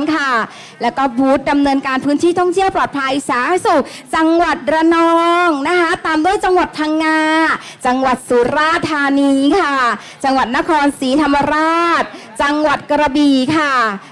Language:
Thai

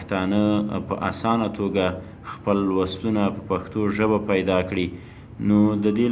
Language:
Pashto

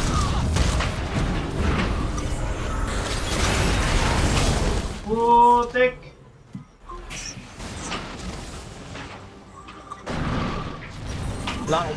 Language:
Filipino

